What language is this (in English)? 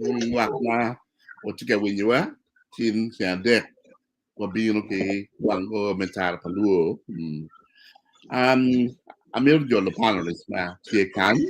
Acoli